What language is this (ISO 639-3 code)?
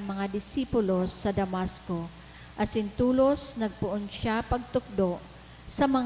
bik